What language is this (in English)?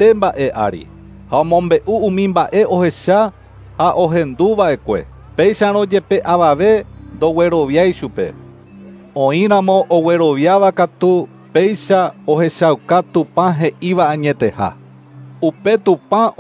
Guarani